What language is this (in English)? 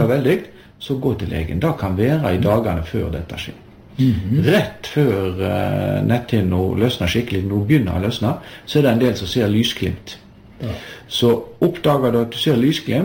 Norwegian